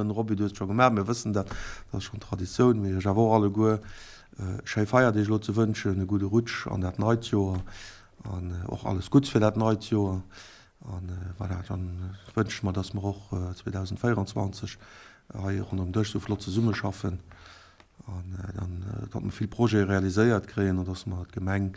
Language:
Luxembourgish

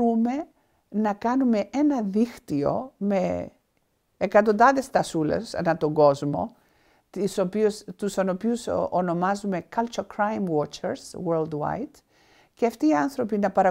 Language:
Greek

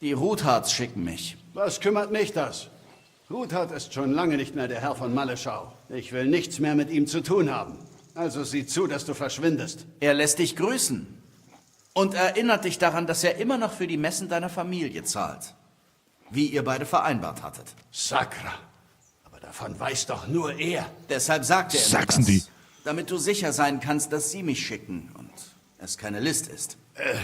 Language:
Bavarian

